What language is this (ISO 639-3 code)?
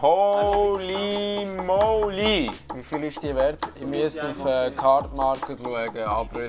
gsw